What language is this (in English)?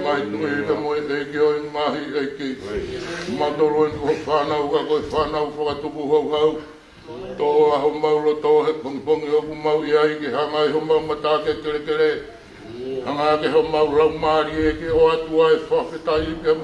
Tongan